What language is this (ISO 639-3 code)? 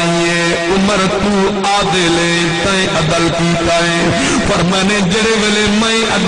skr